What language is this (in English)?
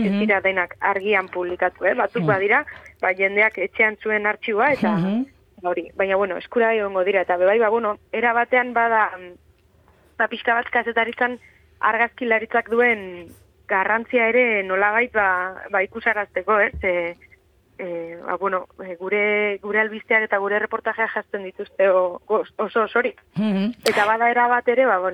Basque